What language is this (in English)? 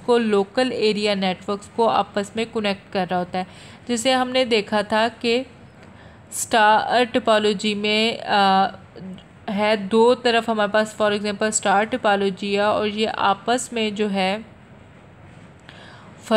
Hindi